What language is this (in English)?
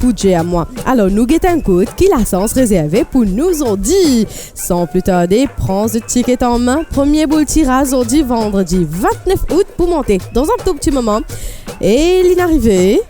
Morisyen